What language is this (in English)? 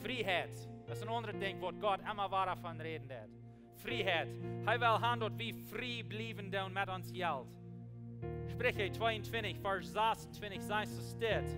Plautdietsch